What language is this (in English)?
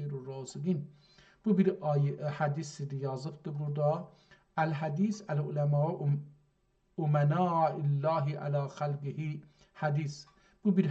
South Azerbaijani